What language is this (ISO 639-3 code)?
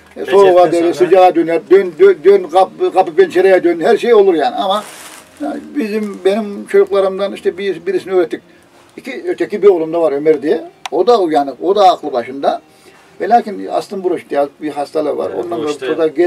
tur